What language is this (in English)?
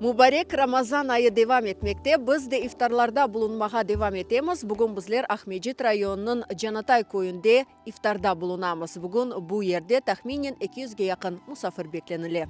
Crimean Tatar